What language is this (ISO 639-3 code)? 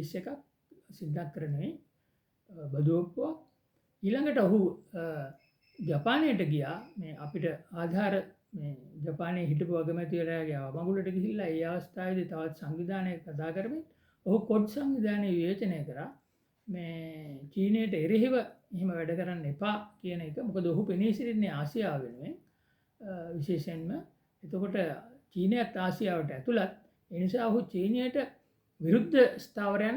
sin